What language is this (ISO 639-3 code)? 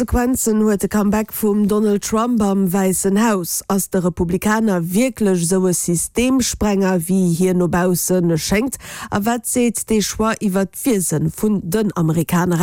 ltz